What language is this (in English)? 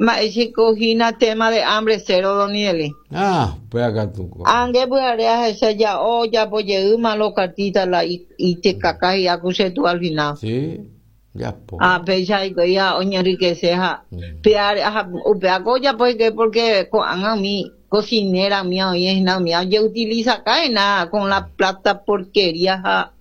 Guarani